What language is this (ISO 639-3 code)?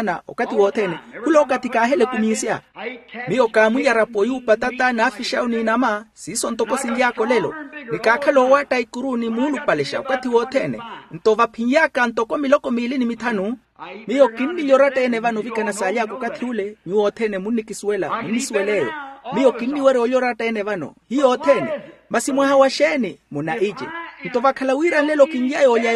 vmw